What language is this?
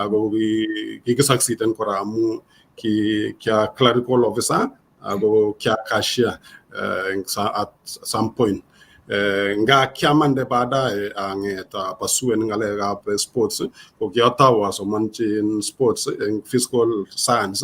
Kalenjin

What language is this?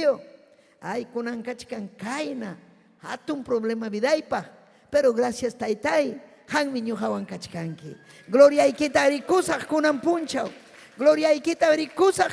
Ayacucho Quechua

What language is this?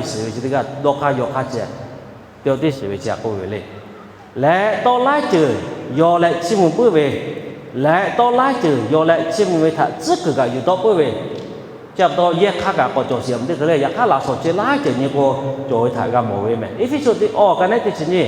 Lahu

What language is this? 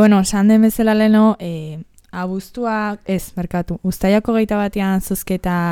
Basque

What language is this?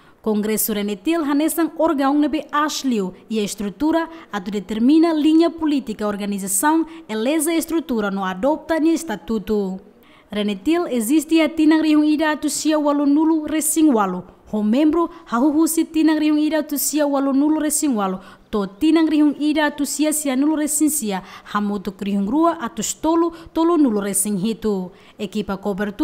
Tetum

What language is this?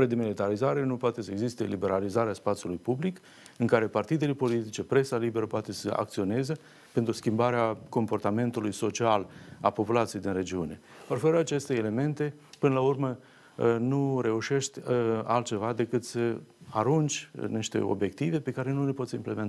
Romanian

